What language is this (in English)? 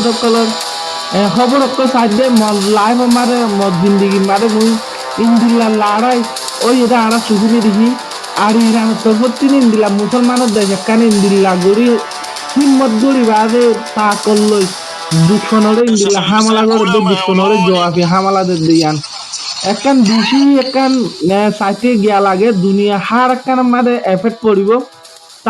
Rohingya